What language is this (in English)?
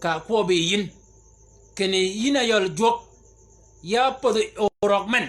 Shilluk